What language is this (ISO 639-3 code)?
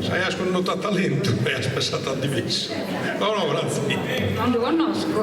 srd